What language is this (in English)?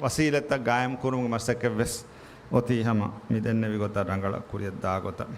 Divehi